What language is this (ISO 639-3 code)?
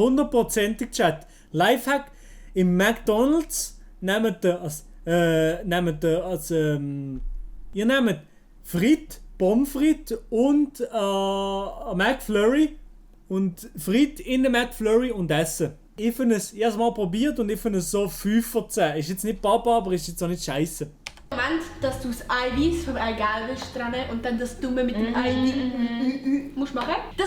gsw